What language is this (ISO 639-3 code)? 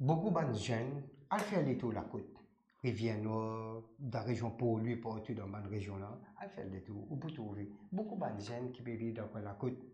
mfe